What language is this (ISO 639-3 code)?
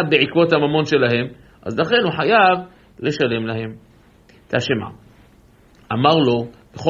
heb